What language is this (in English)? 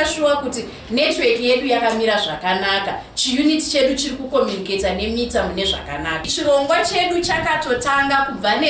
Shona